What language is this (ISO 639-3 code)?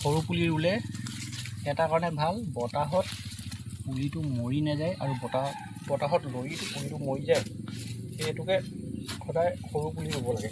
asm